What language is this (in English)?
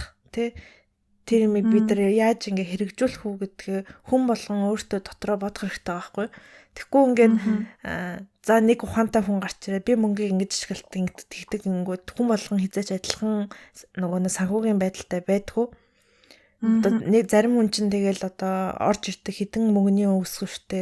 Mongolian